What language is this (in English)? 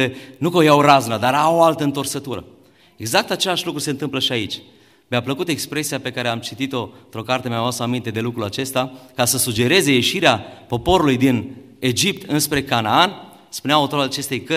Romanian